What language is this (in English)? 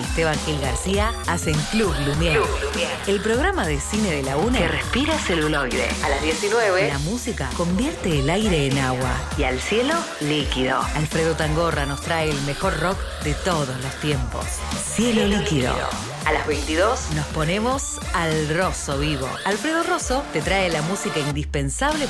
Spanish